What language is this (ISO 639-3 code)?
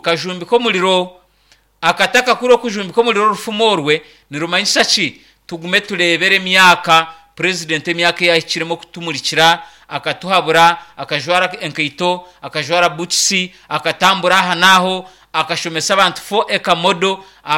nyn